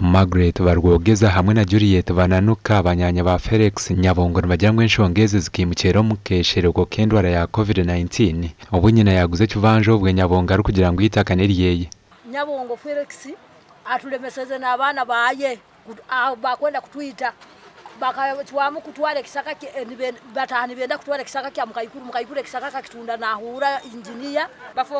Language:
Nyankole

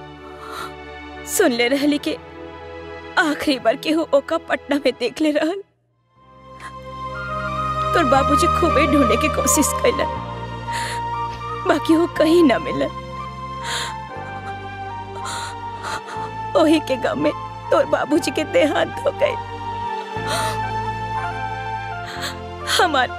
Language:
Bhojpuri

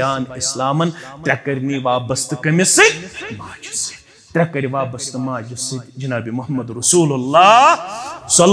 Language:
Kashmiri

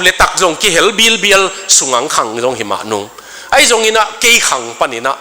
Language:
Tedim Chin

